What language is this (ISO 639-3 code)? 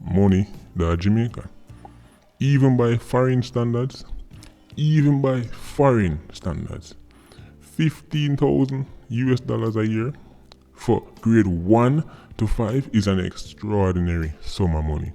jam